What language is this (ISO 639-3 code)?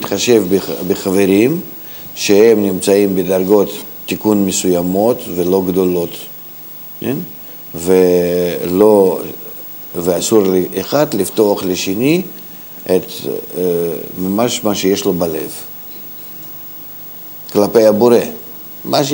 heb